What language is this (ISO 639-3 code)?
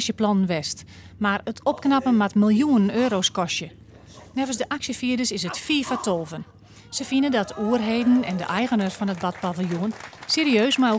fry